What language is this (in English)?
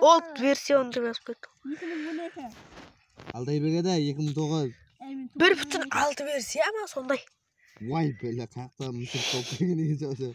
Kara-Kalpak